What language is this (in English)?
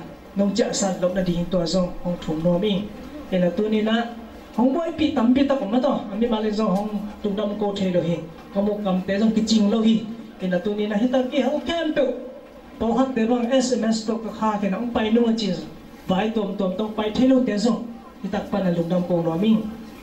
Tedim Chin